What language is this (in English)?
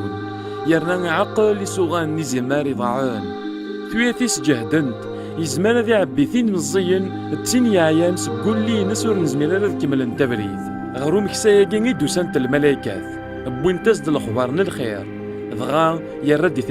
Kabyle